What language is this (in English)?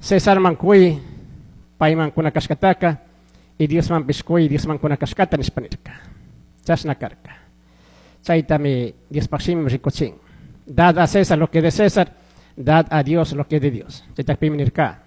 Chimborazo Highland Quichua